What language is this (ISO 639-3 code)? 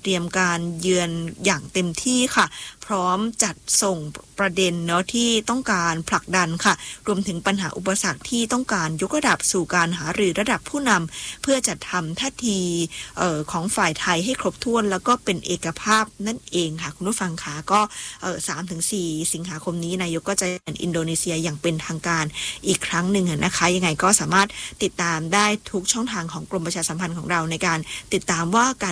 tha